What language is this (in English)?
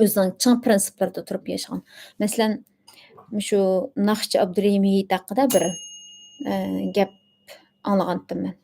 Uyghur